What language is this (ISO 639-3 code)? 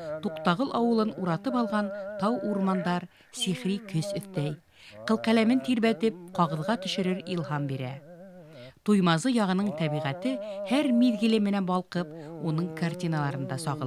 bak